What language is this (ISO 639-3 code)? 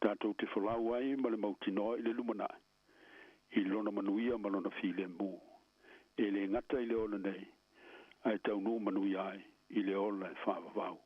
smo